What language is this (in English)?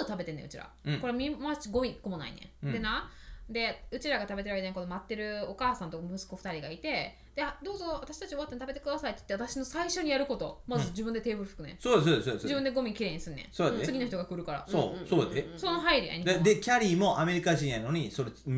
Japanese